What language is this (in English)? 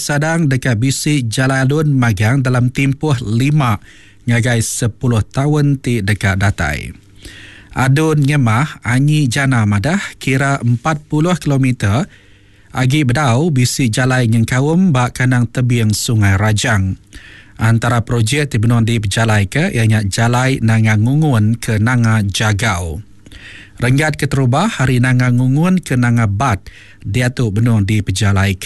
Iban